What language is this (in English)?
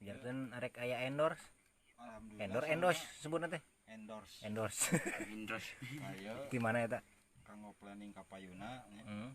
Sundanese